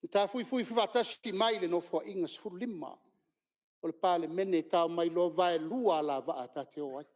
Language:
Samoan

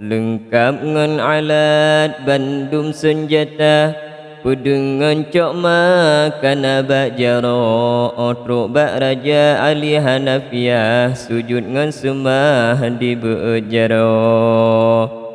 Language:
Achinese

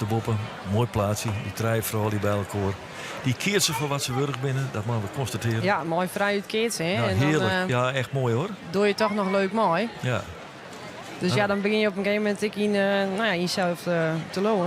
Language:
Western Frisian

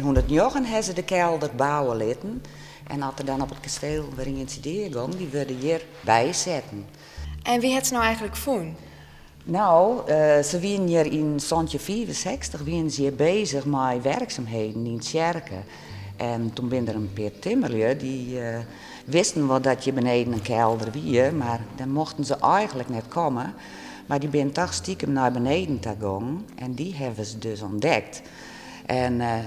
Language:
Western Frisian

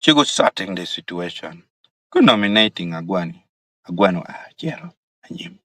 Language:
Acoli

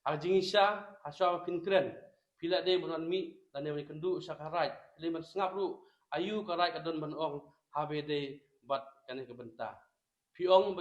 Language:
Khasi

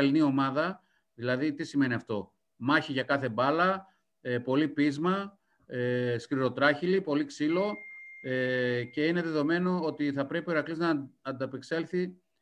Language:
Greek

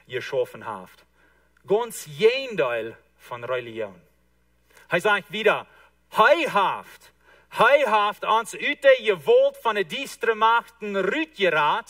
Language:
Plautdietsch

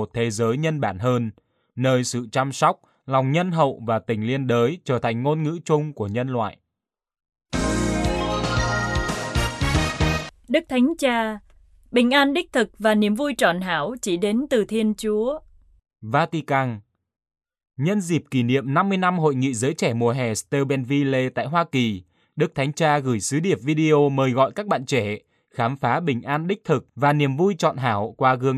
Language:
Vietnamese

